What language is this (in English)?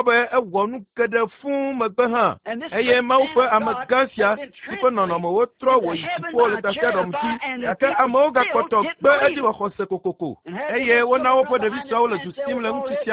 Ewe